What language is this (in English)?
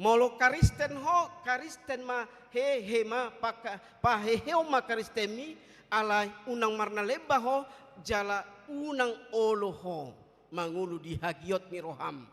Batak Toba